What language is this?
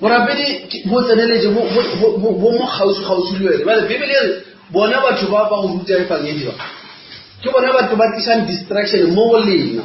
Northern Sotho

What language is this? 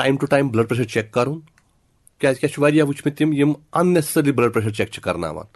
Kashmiri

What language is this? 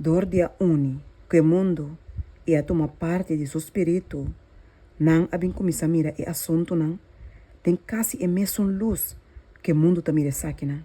Papiamento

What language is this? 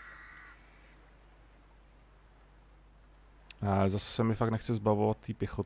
Czech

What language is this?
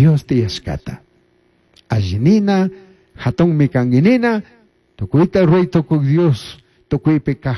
Chimborazo Highland Quichua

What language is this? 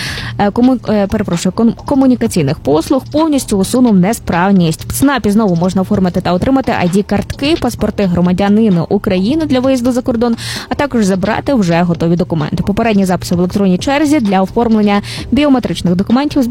Ukrainian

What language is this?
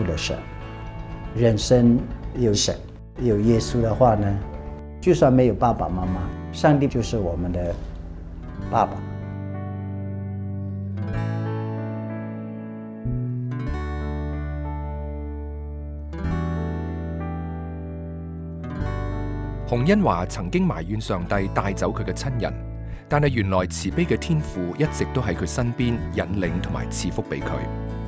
Chinese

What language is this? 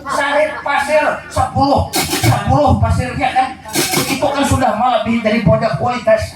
Banjar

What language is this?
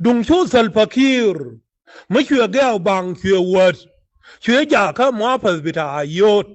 Nuer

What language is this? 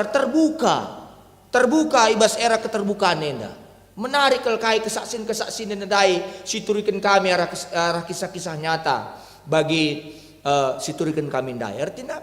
Batak Karo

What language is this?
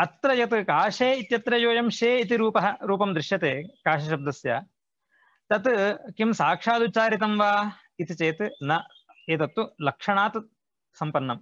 Sanskrit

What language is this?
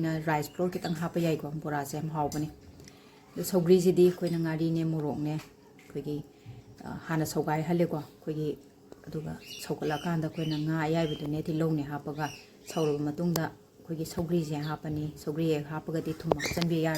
Manipuri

